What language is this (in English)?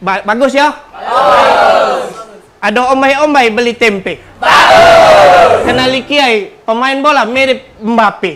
Musi